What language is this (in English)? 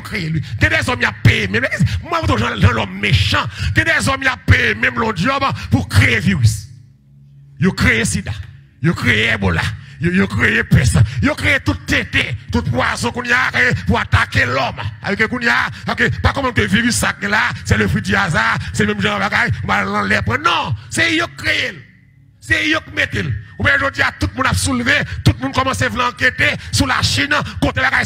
Haitian Creole